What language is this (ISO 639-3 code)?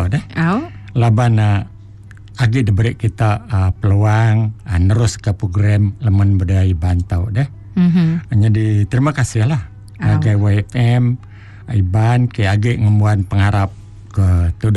iba